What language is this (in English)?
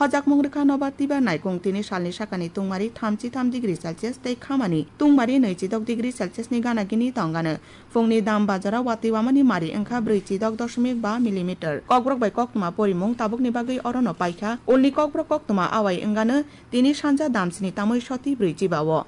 Kok Borok